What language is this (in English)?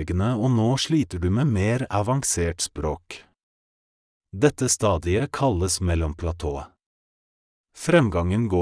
Norwegian